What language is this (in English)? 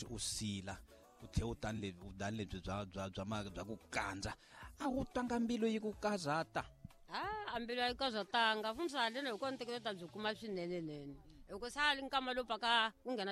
Tsonga